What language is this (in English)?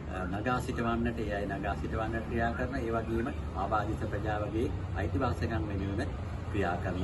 Sinhala